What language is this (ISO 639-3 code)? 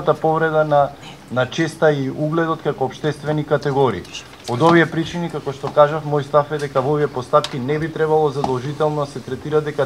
mkd